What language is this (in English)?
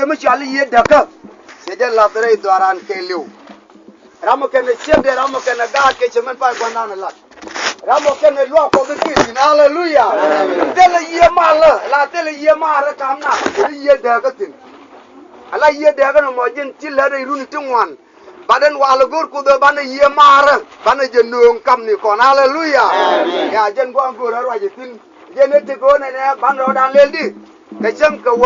Nuer